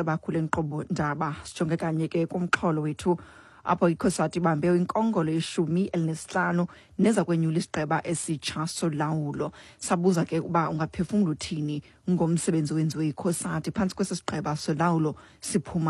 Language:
Xhosa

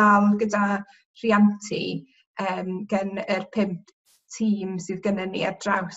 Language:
Welsh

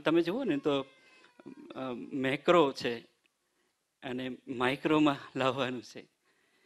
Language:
Gujarati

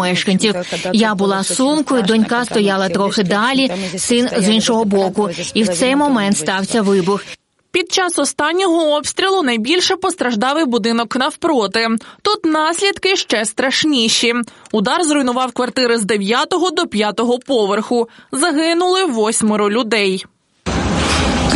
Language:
Ukrainian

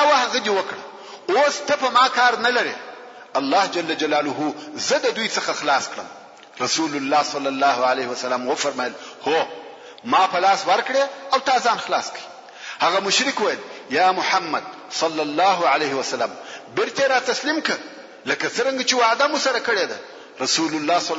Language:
Pashto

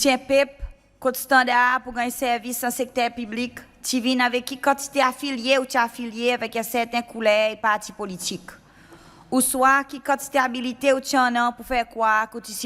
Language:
Seselwa Creole French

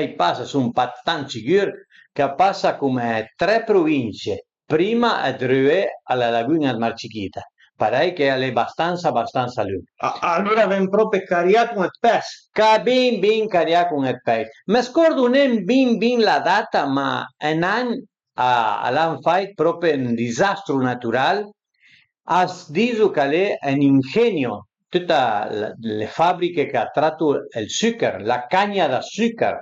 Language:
Piedmontese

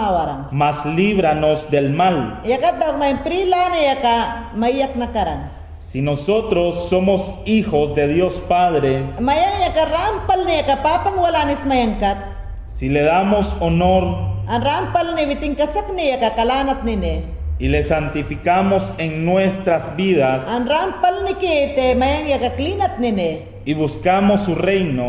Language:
Mayangna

